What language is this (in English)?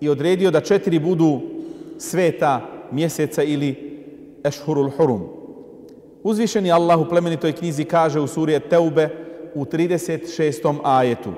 Bosnian